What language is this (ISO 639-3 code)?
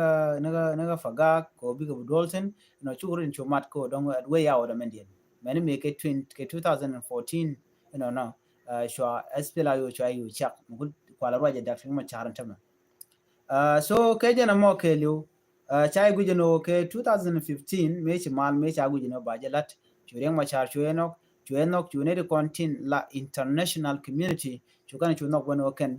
nus